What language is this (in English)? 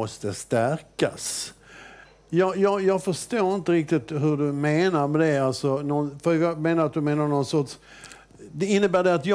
Swedish